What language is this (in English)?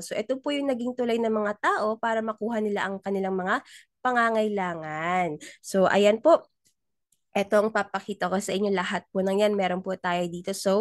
Filipino